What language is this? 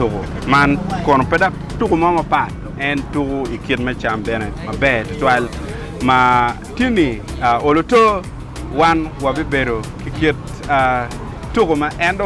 Acoli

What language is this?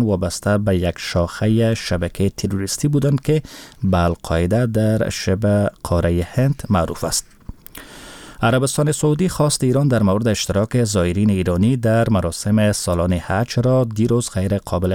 Persian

